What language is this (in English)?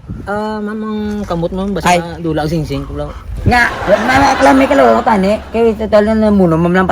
Hiligaynon